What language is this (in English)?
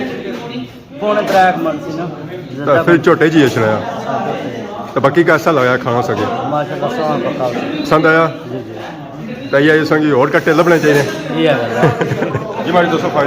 Pahari-Potwari